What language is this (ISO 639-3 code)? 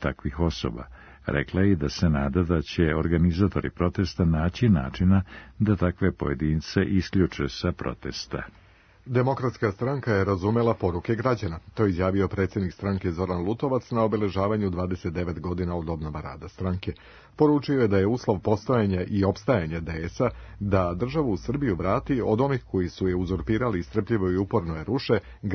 srp